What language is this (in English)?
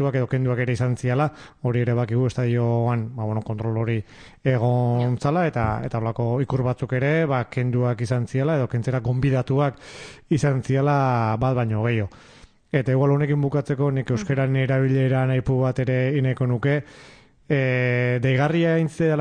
Basque